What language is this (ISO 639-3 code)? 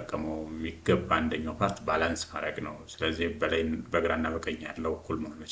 amh